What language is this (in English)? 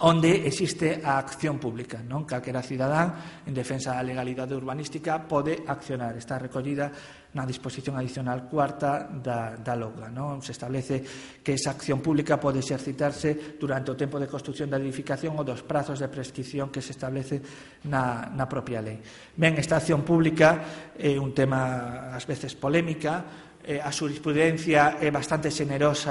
Galician